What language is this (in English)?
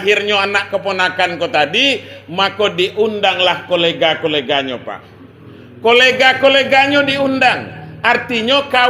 Minangkabau